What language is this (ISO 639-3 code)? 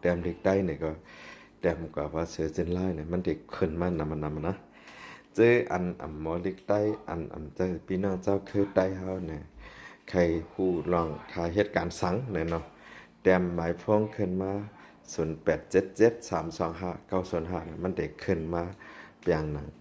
shn